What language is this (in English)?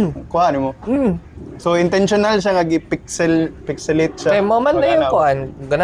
Cebuano